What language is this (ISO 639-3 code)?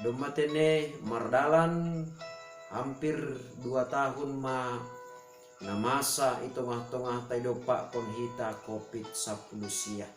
bts